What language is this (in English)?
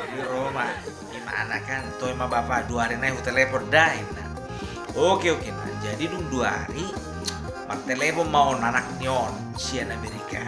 Batak Toba